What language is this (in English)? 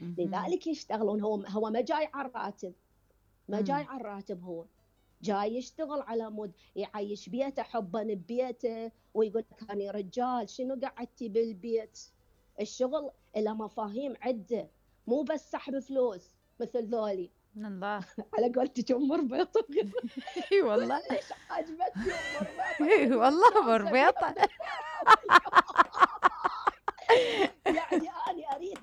Mesopotamian Arabic